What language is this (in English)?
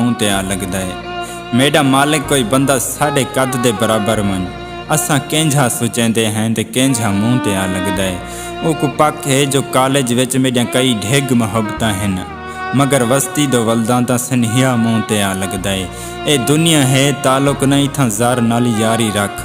Saraiki